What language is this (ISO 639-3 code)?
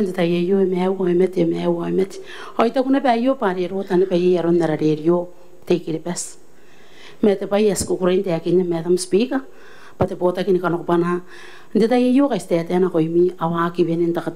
gil